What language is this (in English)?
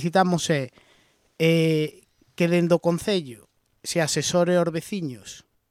Galician